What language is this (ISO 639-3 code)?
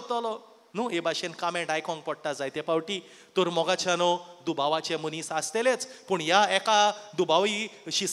kok